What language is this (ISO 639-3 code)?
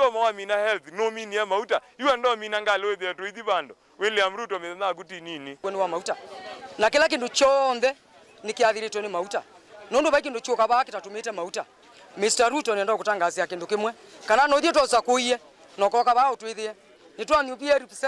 kam